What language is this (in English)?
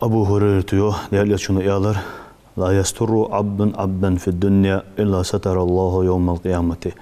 Ingush